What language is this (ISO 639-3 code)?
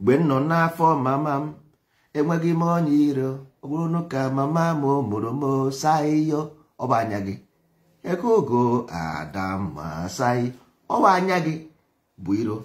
ibo